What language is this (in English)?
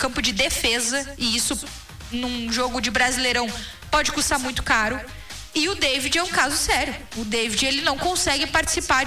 Portuguese